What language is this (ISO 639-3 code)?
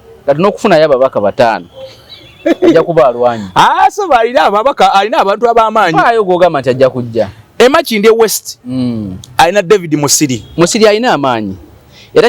lug